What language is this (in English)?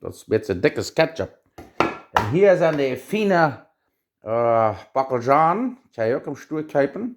Plautdietsch